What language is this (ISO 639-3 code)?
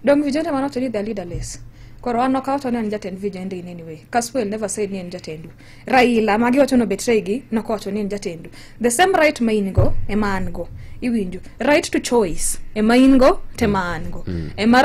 luo